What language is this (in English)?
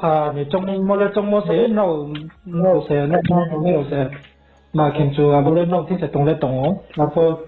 Riang (India)